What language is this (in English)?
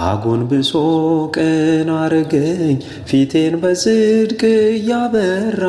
Amharic